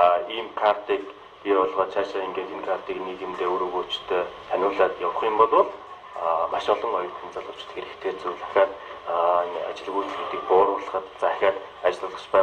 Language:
Mongolian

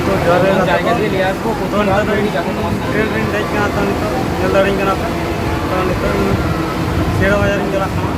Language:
Santali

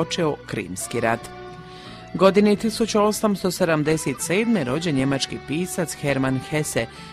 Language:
Croatian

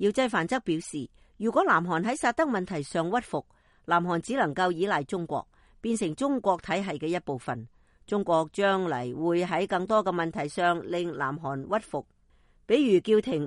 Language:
Cantonese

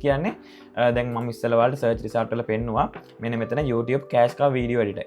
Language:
Sinhala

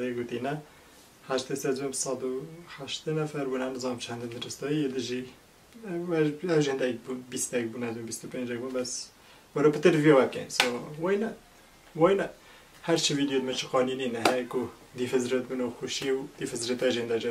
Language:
Kurdish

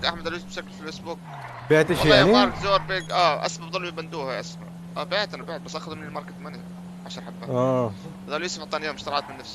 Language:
North Levantine Arabic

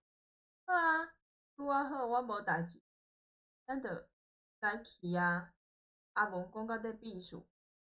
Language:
Min Nan Chinese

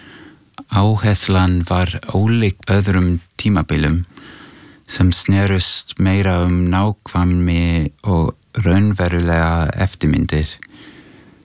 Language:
Icelandic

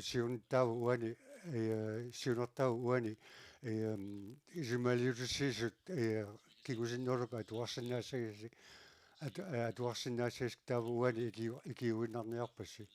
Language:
Kalaallisut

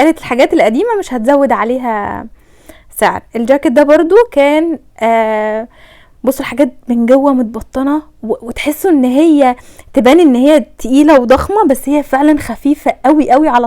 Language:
Egyptian Arabic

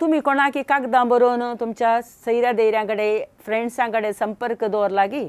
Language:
Konkani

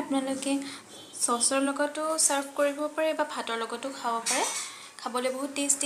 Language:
Assamese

